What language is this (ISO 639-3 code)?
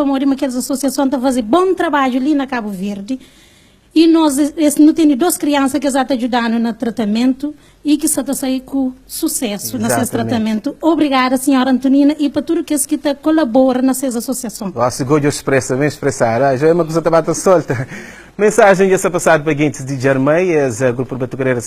kea